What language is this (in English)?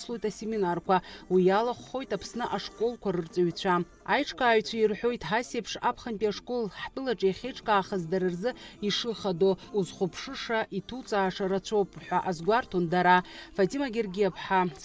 Abkhazian